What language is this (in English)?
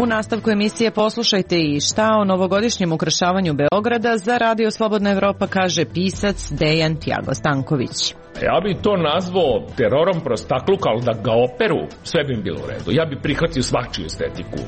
Serbian